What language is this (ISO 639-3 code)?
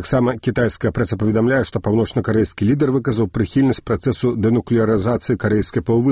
bel